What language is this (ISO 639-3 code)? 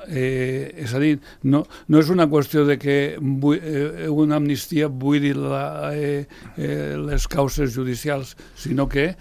cat